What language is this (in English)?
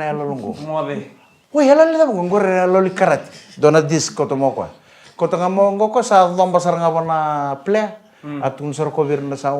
Fijian